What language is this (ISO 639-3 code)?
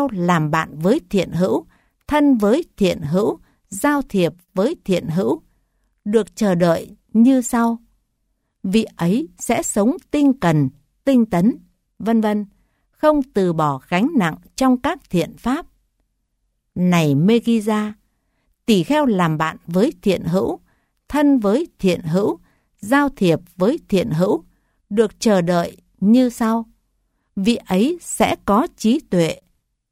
vie